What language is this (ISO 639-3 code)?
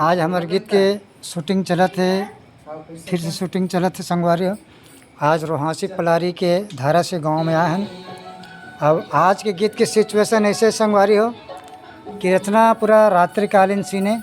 hne